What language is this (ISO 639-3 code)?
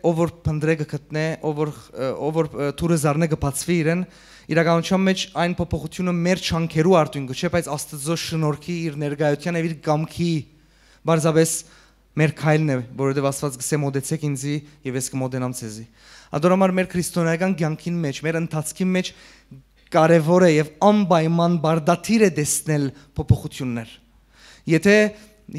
hyw